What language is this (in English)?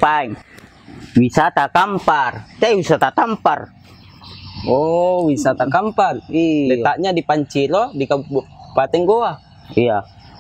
Makassar Malay